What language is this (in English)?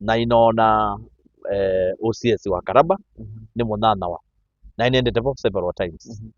Kamba